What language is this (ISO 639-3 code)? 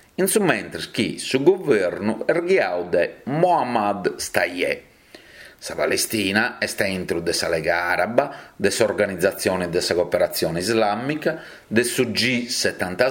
srd